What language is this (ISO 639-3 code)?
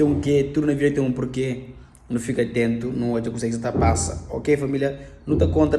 kea